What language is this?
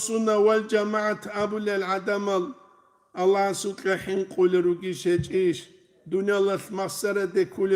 Avaric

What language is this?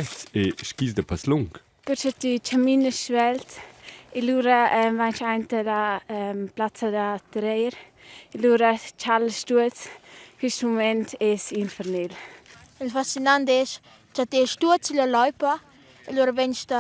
Romansh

